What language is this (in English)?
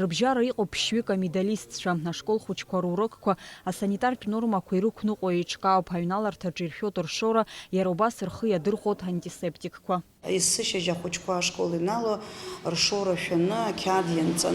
Abkhazian